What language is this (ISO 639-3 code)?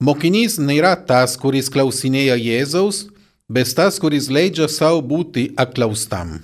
lit